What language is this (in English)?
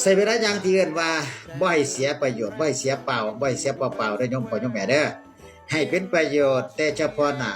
Northeastern Thai